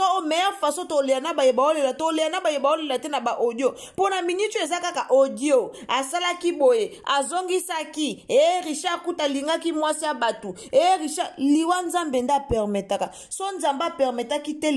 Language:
Lingala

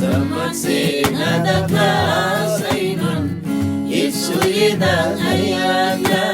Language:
Eastern Tamang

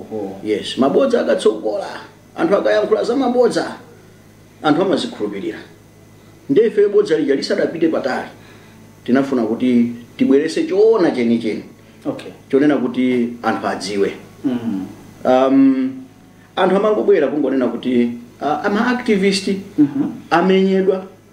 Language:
Nyanja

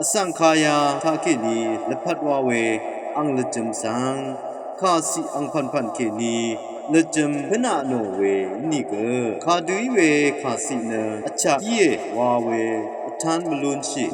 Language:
Rawang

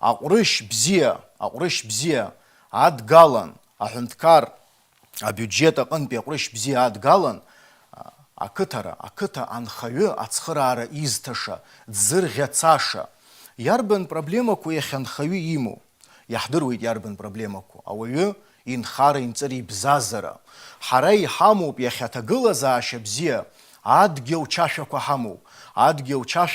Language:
Abkhazian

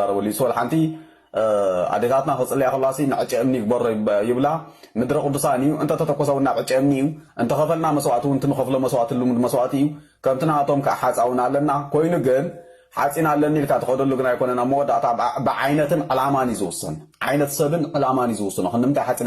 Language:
Tigrinya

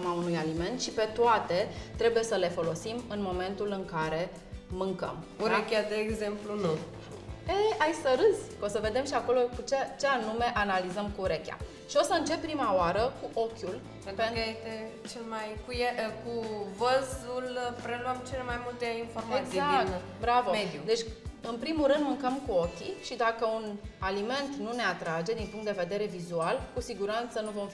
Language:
Romanian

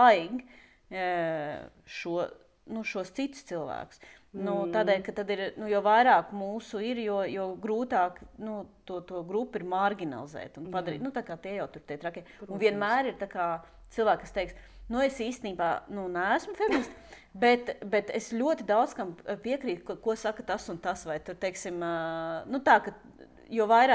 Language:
Latvian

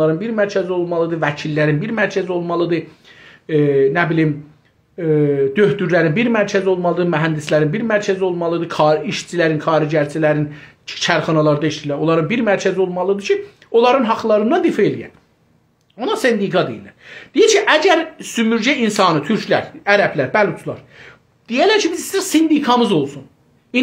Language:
South Azerbaijani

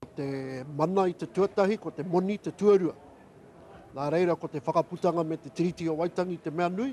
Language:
Māori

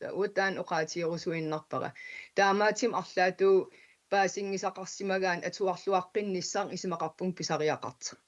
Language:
Kalaallisut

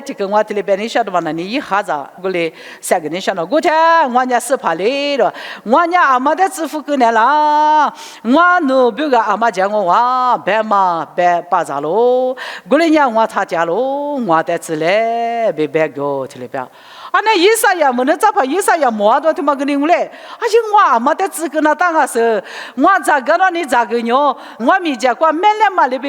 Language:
Lisu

